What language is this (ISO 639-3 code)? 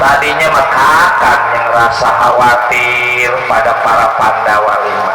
bew